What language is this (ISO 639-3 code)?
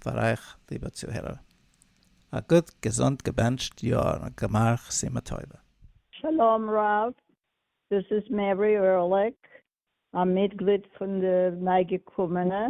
yid